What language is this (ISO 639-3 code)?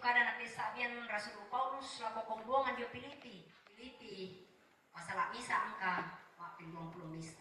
sda